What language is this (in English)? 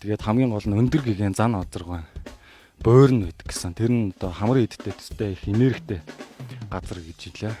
Mongolian